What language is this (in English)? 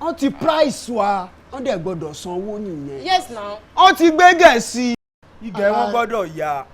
Yoruba